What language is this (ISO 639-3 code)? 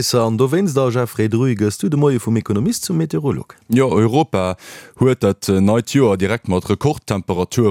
ltz